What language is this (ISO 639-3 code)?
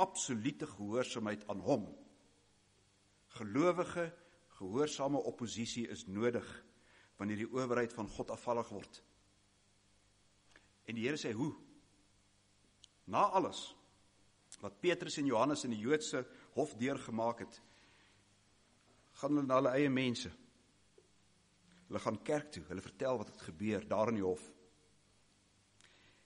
afr